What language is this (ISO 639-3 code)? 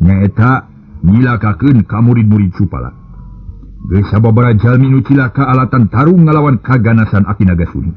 sun